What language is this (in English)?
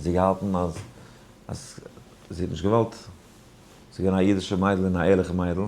Yiddish